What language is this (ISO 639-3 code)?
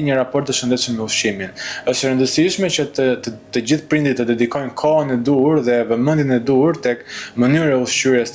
sqi